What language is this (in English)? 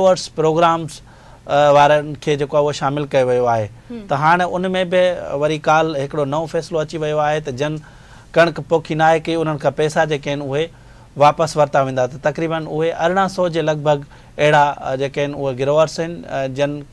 Sindhi